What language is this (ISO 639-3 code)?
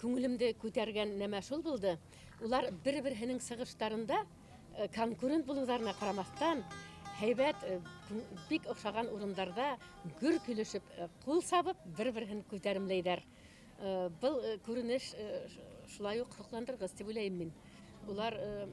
bak